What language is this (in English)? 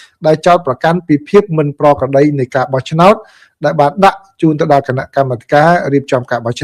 Khmer